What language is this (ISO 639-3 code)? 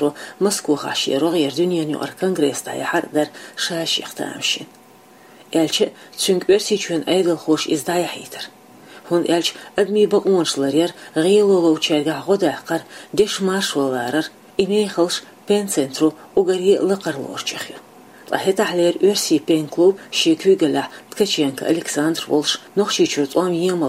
che